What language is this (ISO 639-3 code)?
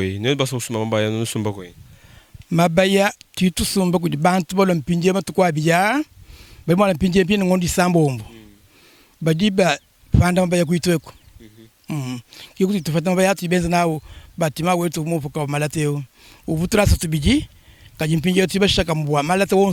lua